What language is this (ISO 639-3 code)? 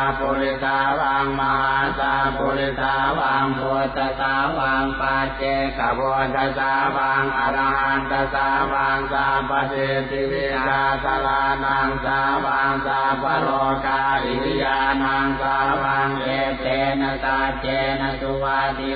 pli